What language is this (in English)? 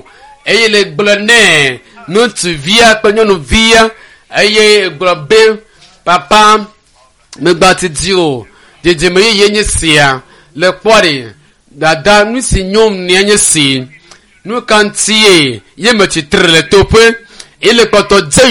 Ewe